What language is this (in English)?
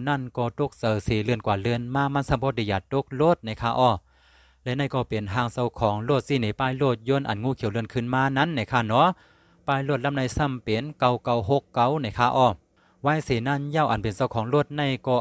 Shan